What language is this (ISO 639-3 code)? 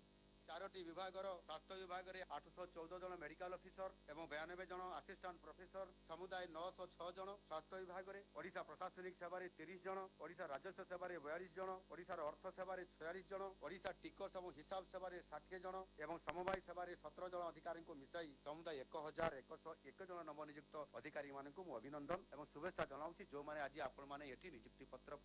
ori